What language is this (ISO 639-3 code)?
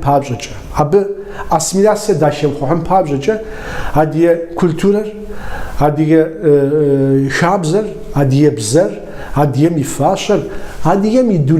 kbd